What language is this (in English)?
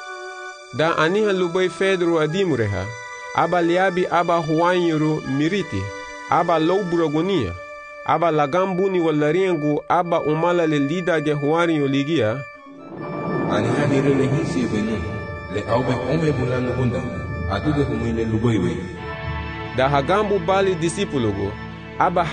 Garifuna